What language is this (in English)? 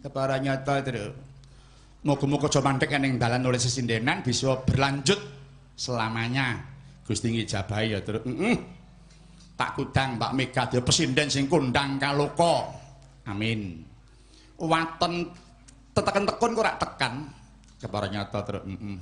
Javanese